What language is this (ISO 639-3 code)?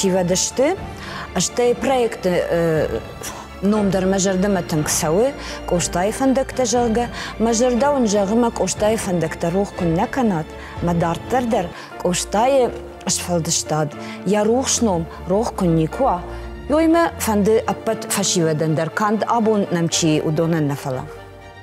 oss